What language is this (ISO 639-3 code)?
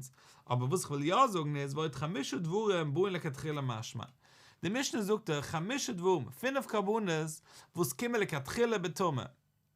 yid